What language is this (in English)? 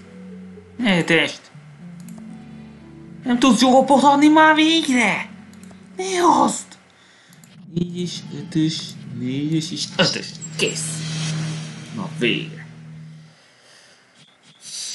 Hungarian